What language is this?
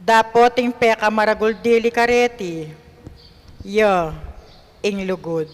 Pampanga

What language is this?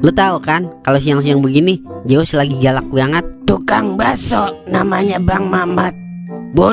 Betawi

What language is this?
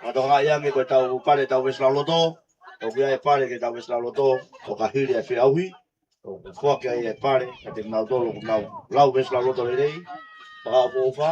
Tongan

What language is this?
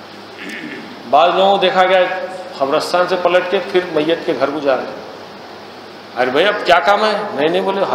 Urdu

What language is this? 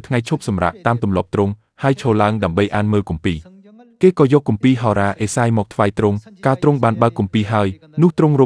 Khmer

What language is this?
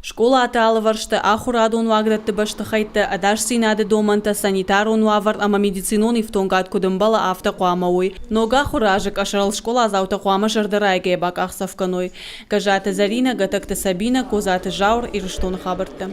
Ossetic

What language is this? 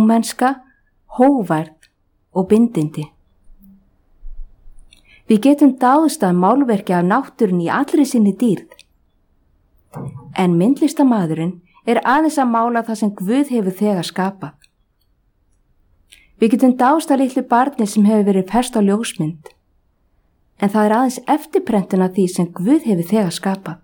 Icelandic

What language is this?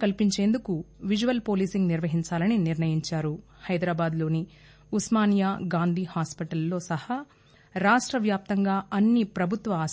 Telugu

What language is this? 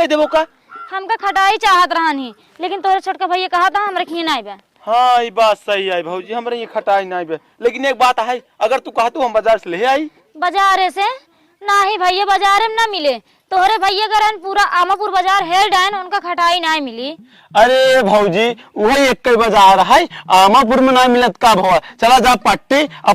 Awadhi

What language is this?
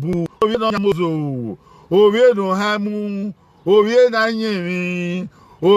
Bini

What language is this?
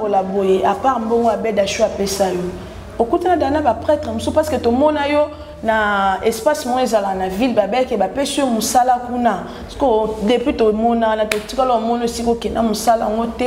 Lingala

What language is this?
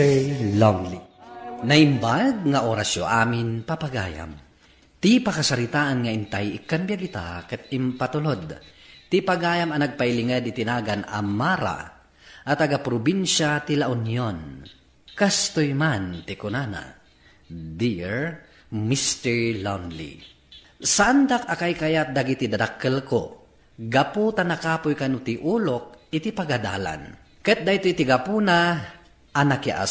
Iloko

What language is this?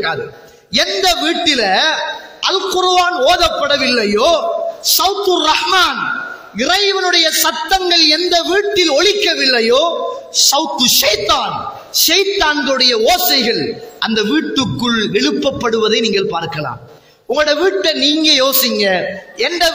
Tamil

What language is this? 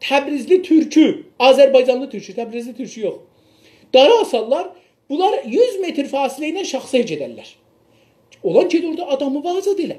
South Azerbaijani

